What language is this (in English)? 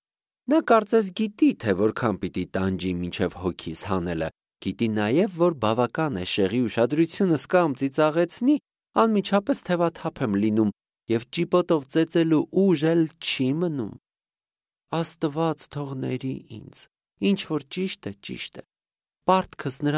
Armenian